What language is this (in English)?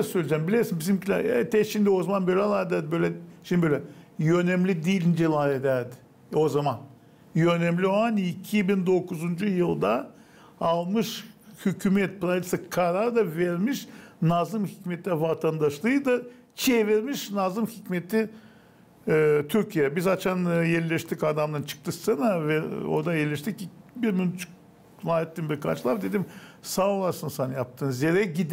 Gagauz